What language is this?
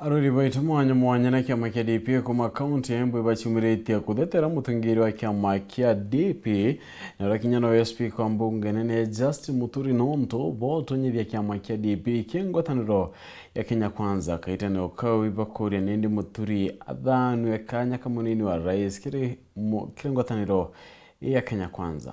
Meru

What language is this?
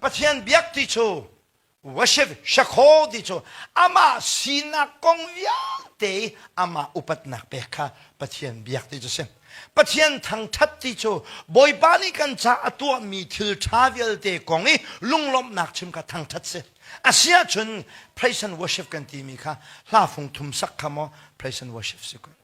Hakha Chin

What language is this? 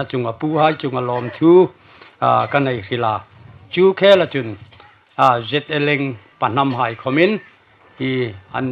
Hmar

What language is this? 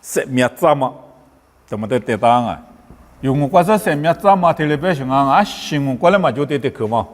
Lisu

